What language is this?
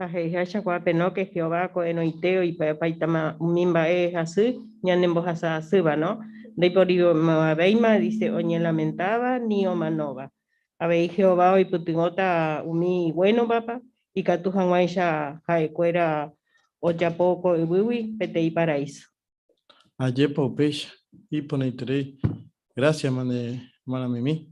Guarani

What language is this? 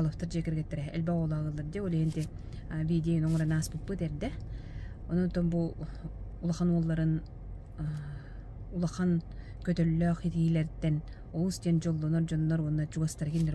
Yakut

